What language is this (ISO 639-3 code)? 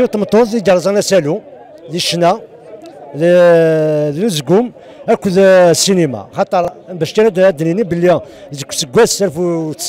kab